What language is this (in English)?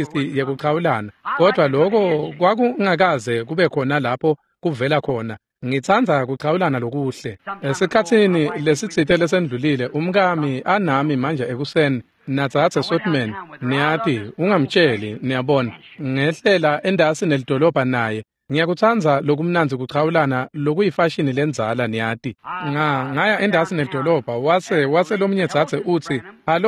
Swati